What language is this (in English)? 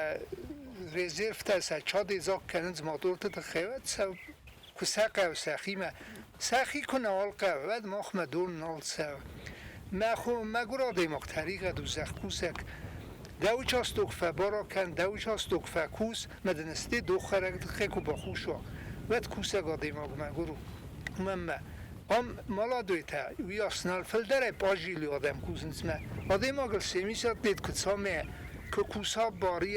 Ossetic